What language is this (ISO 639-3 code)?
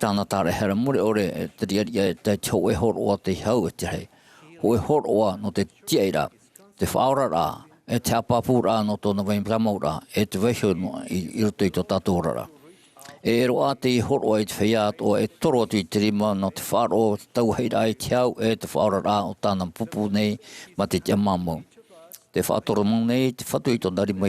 tah